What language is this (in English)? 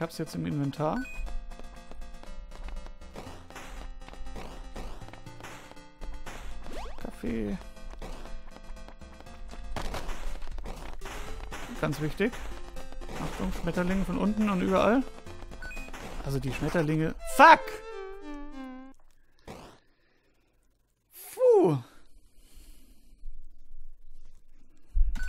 German